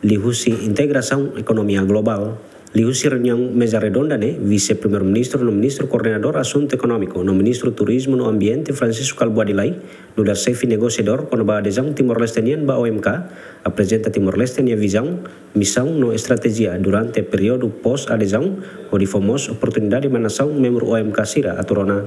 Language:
Tetum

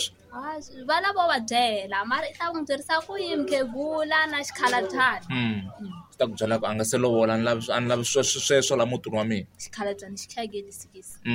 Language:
Tsonga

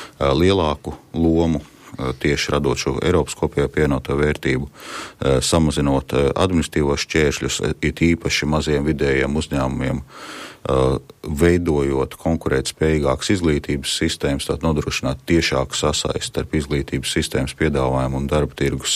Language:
Latvian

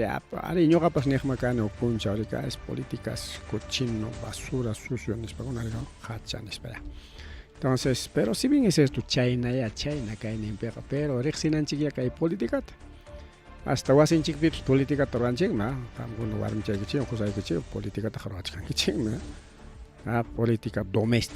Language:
Ayacucho Quechua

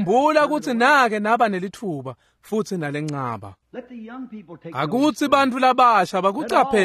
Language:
Swati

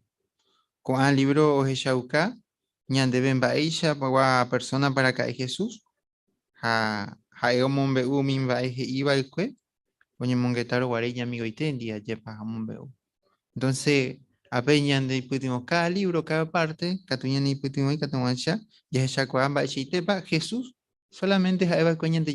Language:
Guarani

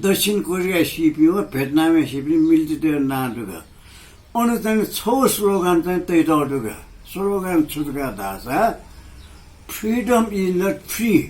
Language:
Newari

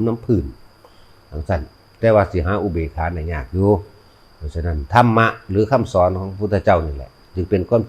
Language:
Northeastern Thai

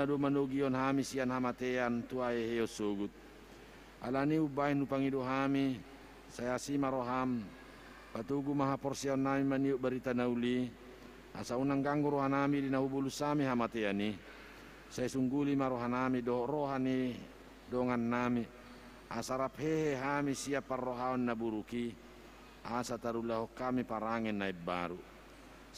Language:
Batak Toba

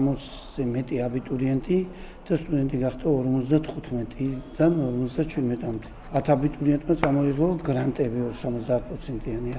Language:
Georgian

